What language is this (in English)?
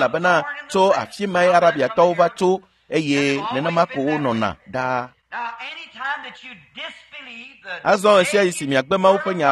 Ewe